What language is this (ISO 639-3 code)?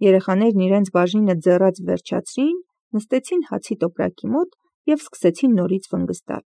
hye